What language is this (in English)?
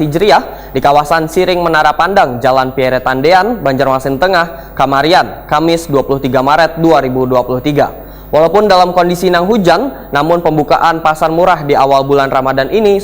Banjar